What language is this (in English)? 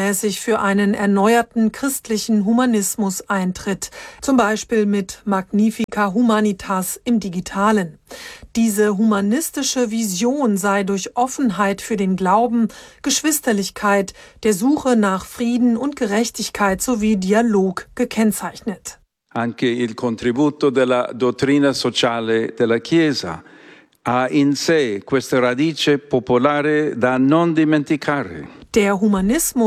German